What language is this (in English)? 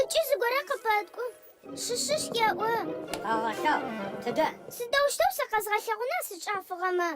Adyghe